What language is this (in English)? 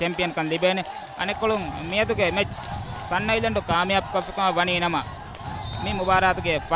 Divehi